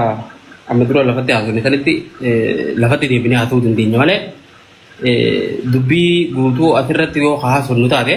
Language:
Oromo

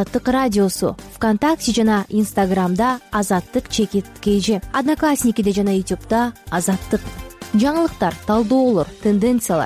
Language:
Kyrgyz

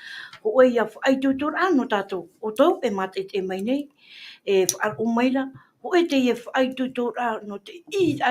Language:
Tahitian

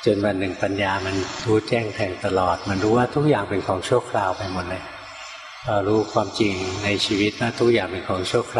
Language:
Thai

